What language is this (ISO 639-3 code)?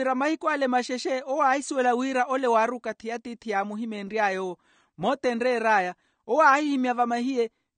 vmw